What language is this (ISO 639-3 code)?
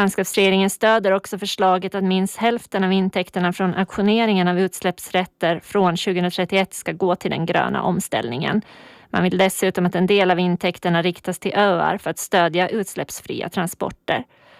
swe